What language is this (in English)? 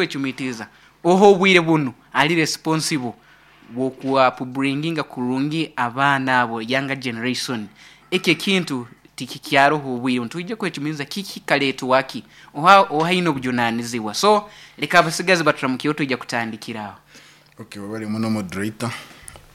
Nyoro